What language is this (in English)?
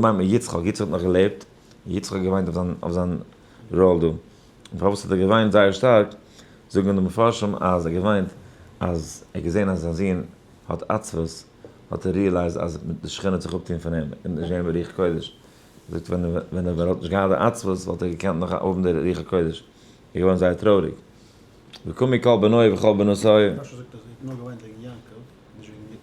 Yiddish